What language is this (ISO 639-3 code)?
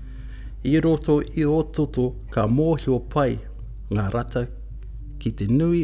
mri